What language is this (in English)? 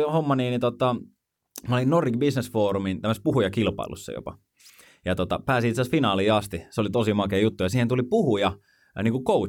Finnish